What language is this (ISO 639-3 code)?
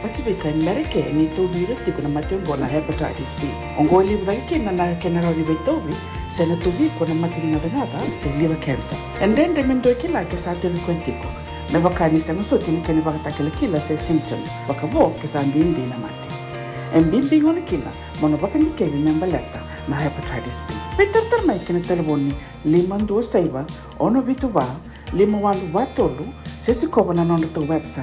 fij